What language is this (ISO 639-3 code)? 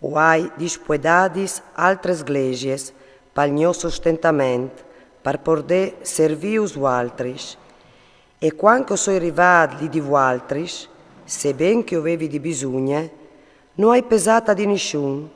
fur